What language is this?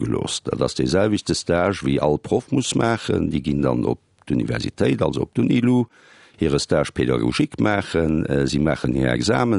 Luxembourgish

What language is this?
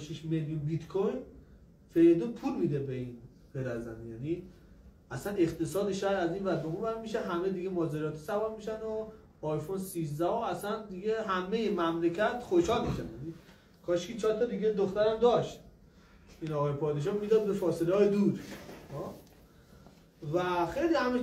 Persian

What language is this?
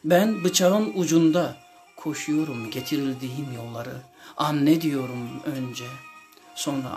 Turkish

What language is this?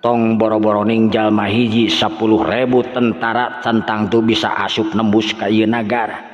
Sundanese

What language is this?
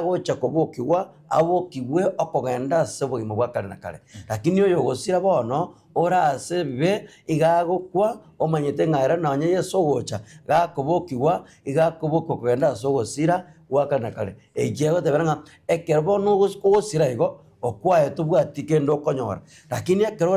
Gusii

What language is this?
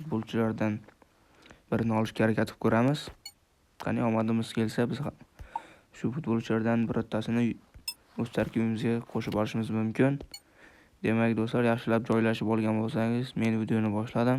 Uzbek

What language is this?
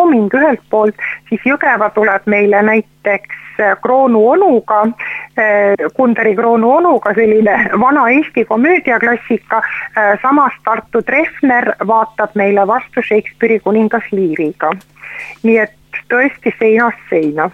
Estonian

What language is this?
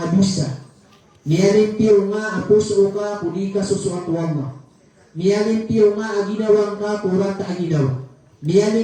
Maranao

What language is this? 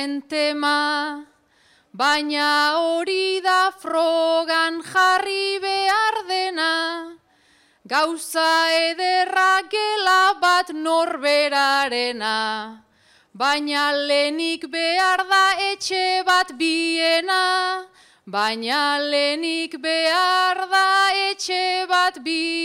Basque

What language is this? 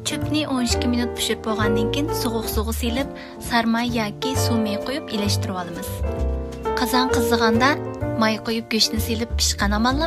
Uyghur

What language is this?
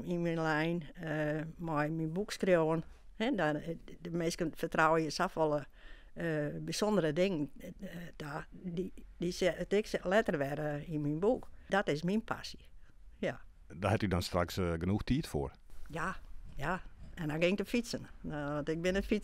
Western Frisian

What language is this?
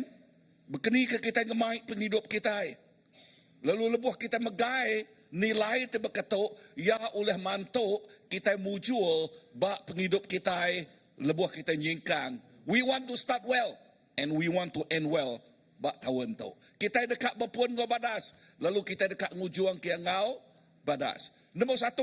Iban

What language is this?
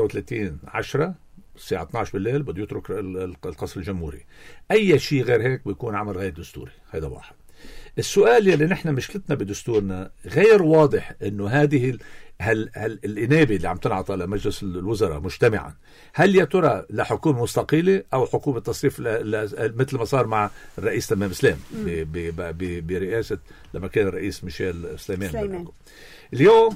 North Levantine Arabic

